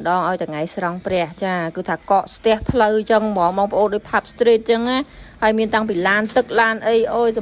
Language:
Khmer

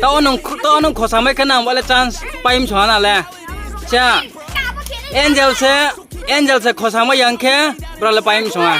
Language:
Riang (India)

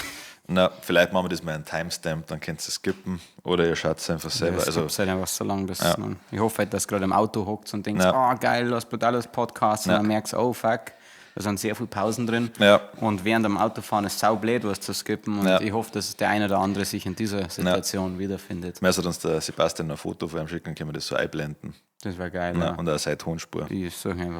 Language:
Bavarian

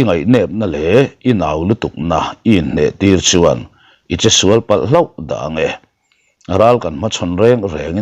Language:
Mizo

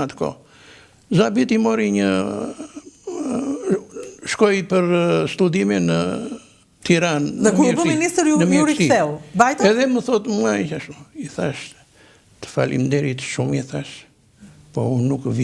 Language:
Albanian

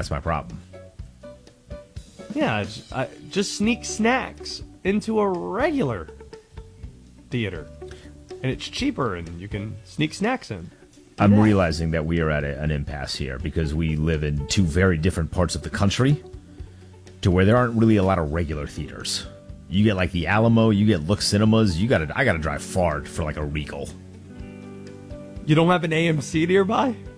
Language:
English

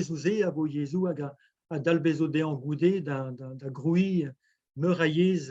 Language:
Breton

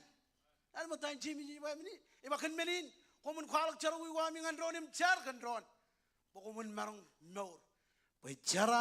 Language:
Marshallese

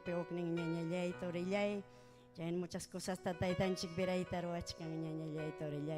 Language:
Ayacucho Quechua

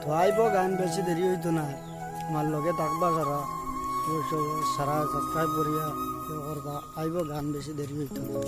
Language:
Sylheti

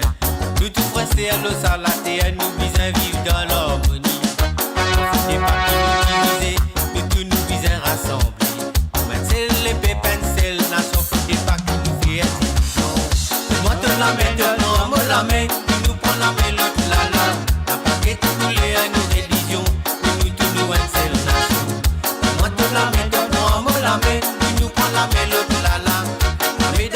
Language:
Morisyen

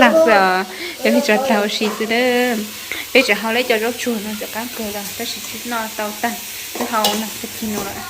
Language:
Hmong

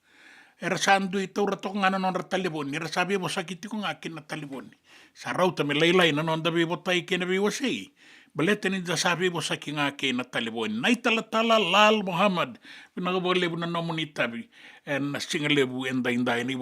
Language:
Fijian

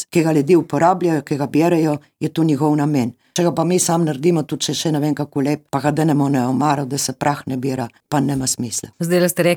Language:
Slovenian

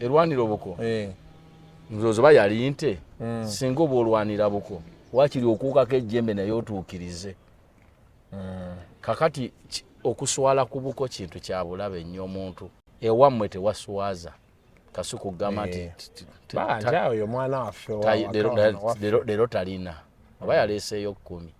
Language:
Ganda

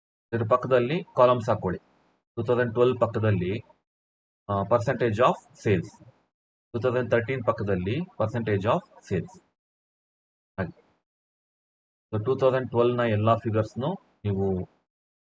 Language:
Kannada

